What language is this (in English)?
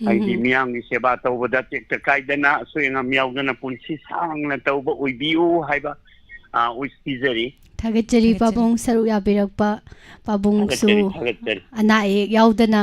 Manipuri